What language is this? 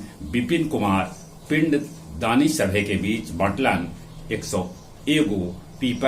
Magahi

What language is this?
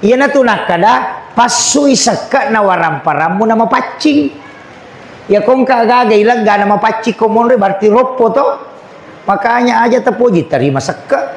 Buginese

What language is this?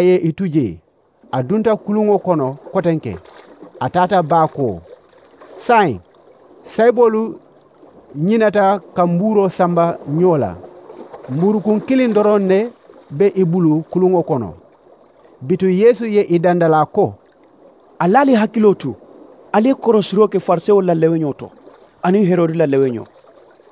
Mandingo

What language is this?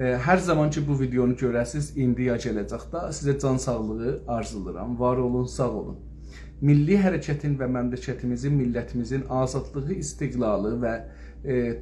South Azerbaijani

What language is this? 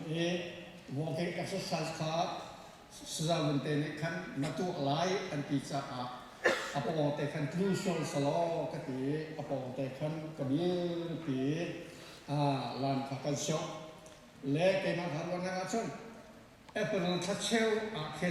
Hakha Chin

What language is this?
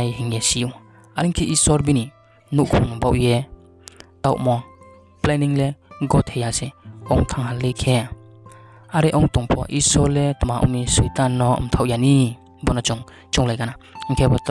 Riang (India)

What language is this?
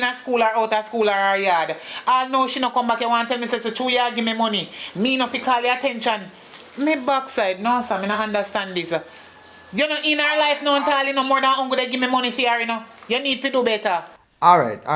Jamaican Creole English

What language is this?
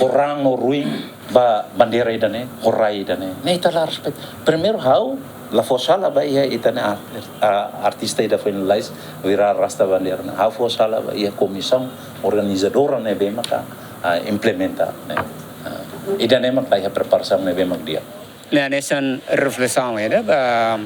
Tetum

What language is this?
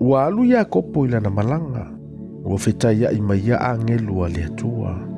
Samoan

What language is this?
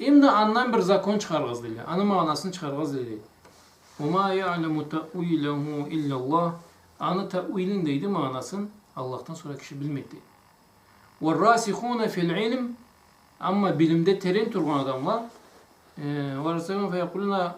Karachay-Balkar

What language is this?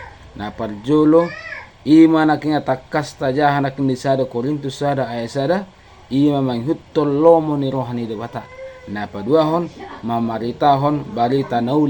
Batak Toba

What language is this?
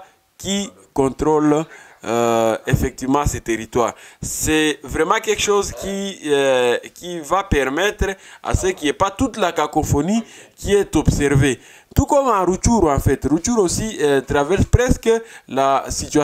French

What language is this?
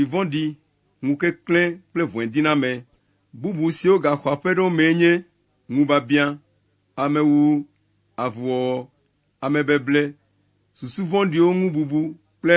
Ewe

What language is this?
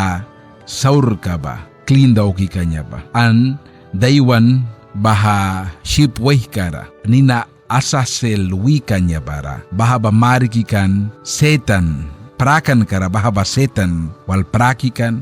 Mískito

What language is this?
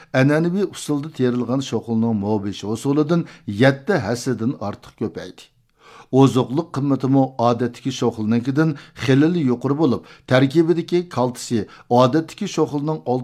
Uyghur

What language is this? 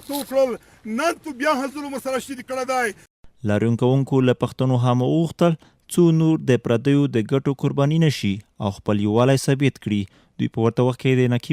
Pashto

